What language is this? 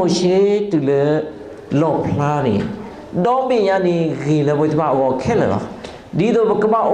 S'gaw Karen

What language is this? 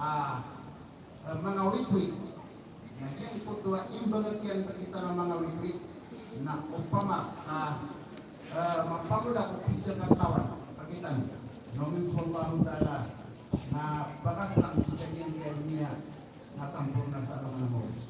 Maranao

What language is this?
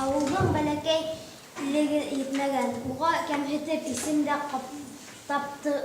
Bashkir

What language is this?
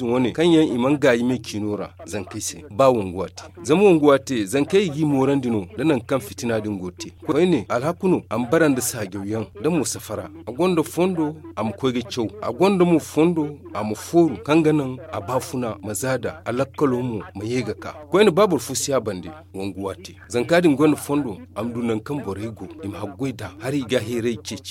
Zarma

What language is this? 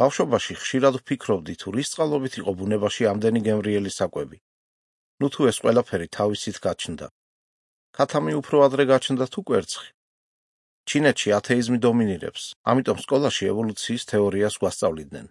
Georgian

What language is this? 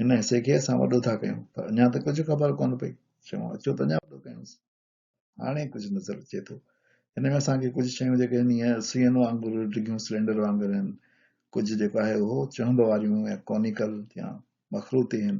Sindhi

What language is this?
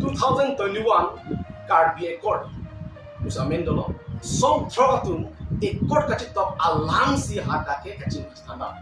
Karbi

